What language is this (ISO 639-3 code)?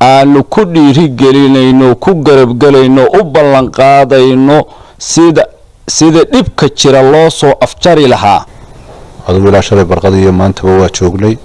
som